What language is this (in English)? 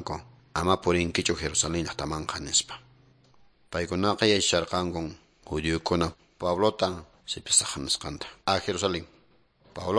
Quechua